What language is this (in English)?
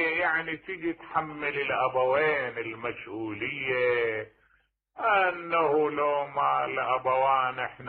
Mesopotamian Arabic